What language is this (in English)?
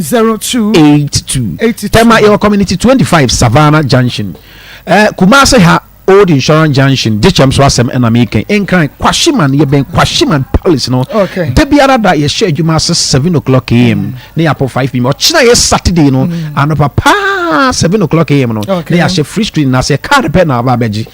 Akan